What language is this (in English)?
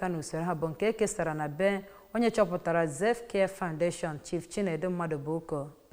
Igbo